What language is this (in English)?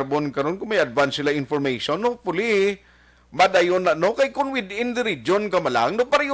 Hiligaynon